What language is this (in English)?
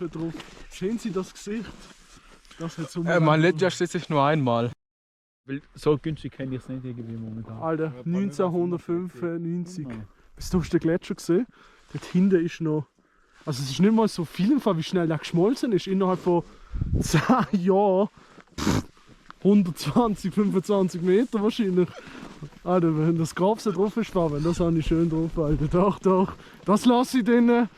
Swiss German